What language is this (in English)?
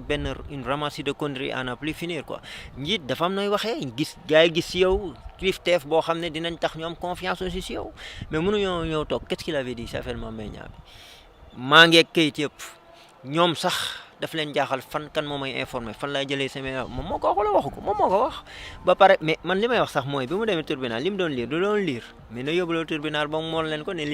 Wolof